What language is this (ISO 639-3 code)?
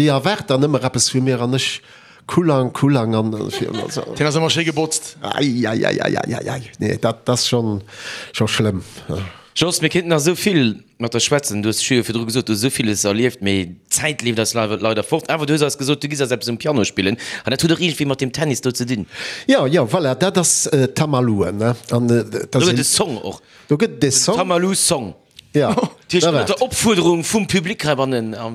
ltz